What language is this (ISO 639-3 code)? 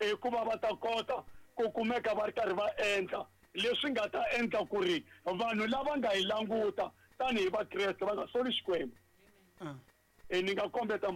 tso